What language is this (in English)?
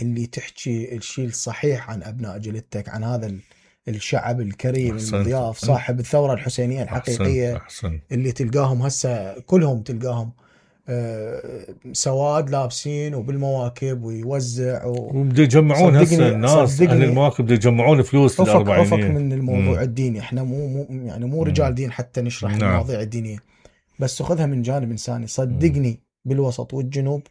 Mesopotamian Arabic